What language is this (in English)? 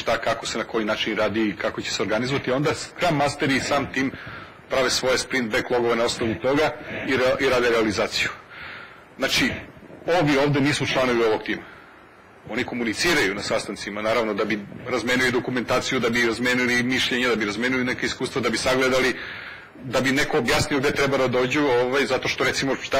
Serbian